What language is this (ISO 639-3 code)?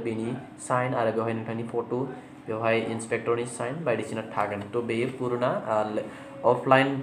brx